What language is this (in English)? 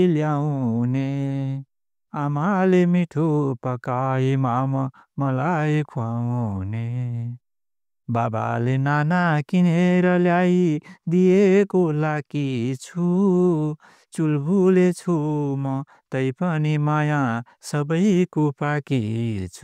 Nepali